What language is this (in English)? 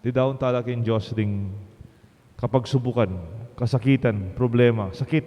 Pampanga